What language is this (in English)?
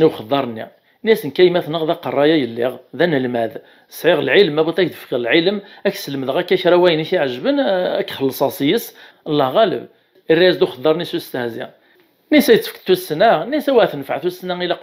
Kabyle